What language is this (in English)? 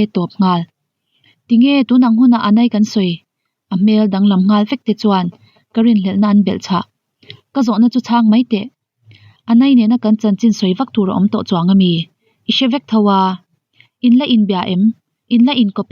Mizo